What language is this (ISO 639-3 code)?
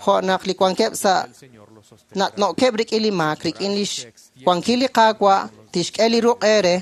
kek